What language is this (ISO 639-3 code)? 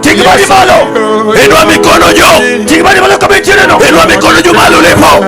luo